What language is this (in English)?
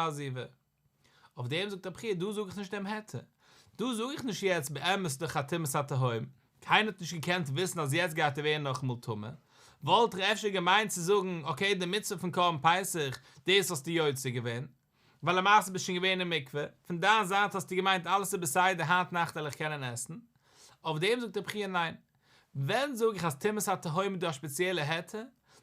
Yiddish